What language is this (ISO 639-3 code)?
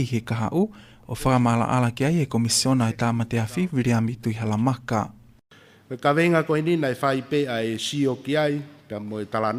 ton